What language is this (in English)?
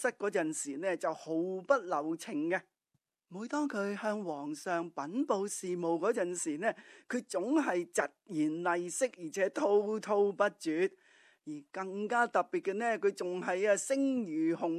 Cantonese